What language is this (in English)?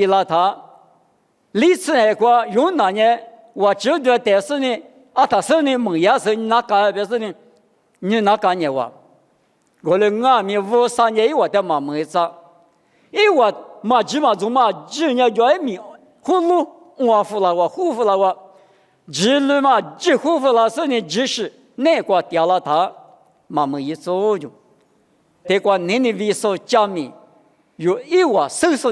Lisu